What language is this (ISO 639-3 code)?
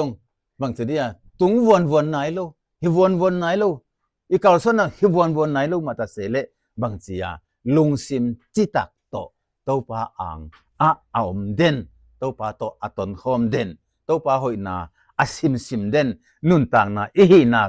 ctd